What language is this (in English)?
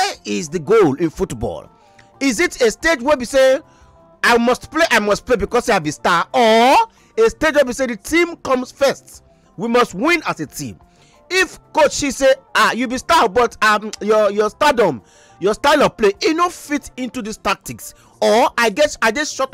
Nigerian Pidgin